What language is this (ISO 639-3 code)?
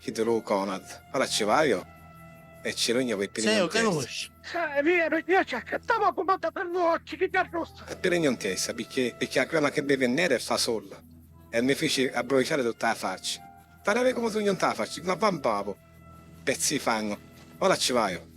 scn